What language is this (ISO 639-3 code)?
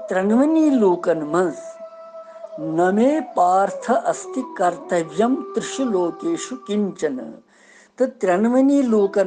kas